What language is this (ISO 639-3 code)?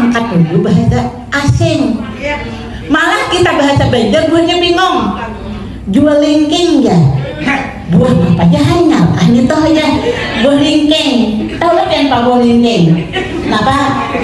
bjn